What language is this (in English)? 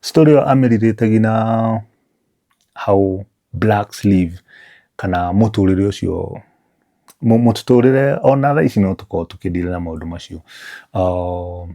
Kikuyu